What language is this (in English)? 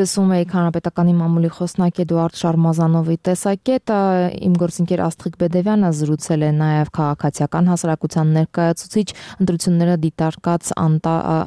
Armenian